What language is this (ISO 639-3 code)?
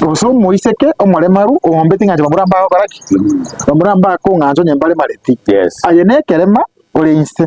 guz